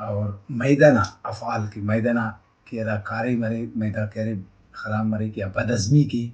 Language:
Brahui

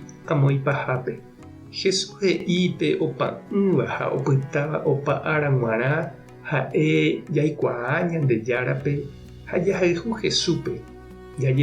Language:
Guarani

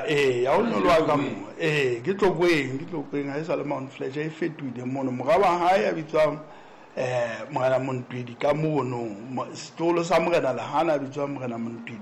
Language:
Southern Sotho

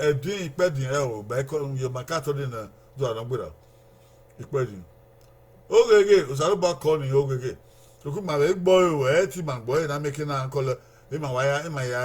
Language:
Bini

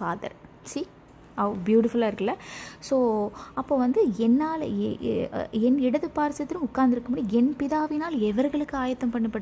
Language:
Tamil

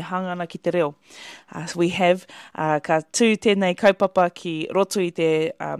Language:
Māori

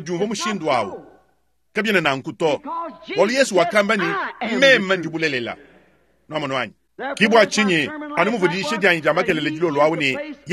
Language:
Luba-Lulua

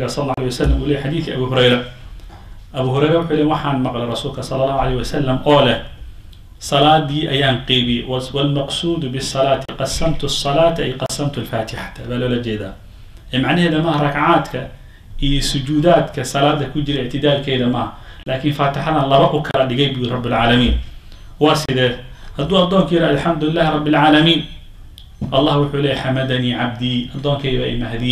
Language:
Somali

